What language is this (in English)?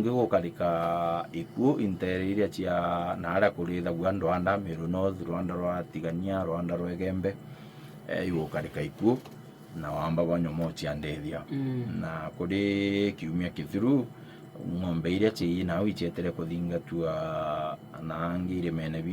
Meru